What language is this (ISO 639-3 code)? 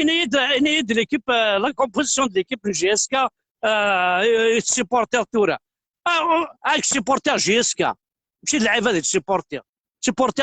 kab